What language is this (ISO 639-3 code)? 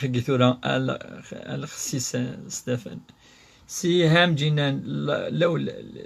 kab